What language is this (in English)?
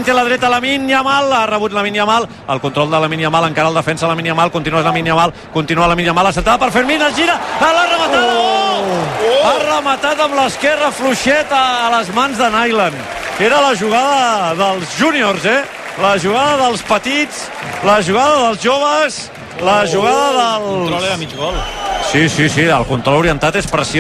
Catalan